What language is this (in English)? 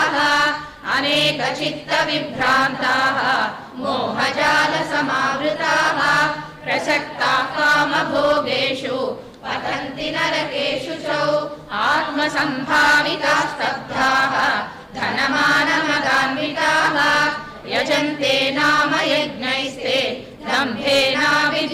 Sanskrit